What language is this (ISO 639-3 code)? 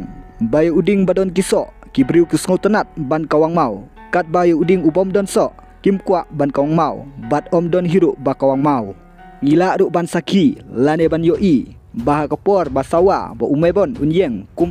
kha